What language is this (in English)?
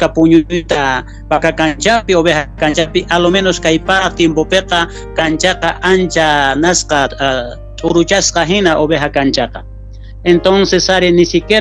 South Bolivian Quechua